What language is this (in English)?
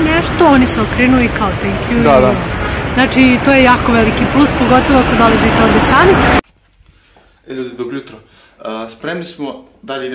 Serbian